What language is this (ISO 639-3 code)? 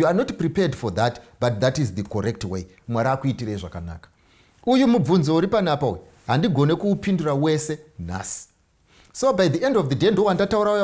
sna